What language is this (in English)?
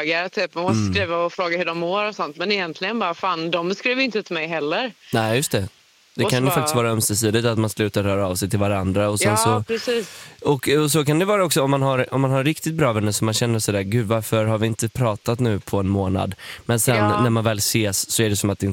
Swedish